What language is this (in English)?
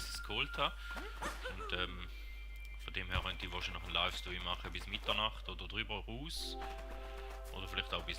Swiss German